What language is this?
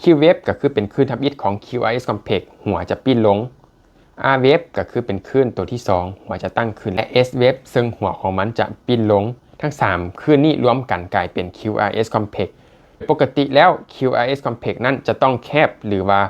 Lao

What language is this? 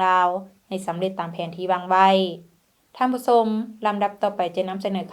Lao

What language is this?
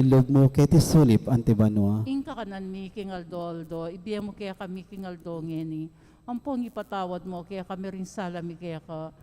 Pampanga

